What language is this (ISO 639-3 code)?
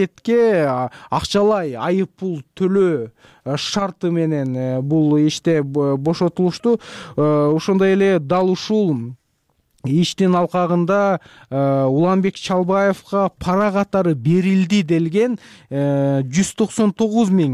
kir